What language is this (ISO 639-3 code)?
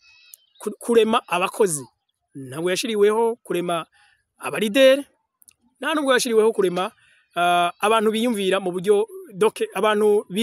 run